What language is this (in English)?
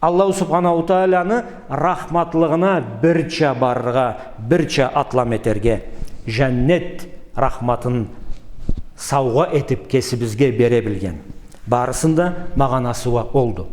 Karachay-Balkar